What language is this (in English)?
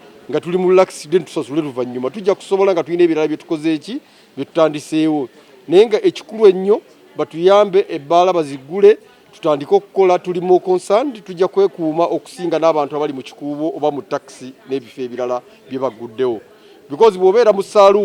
Ganda